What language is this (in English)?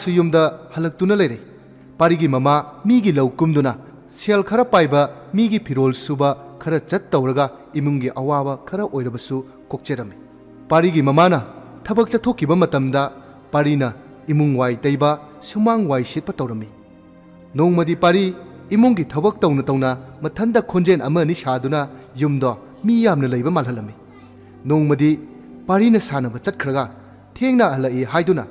Manipuri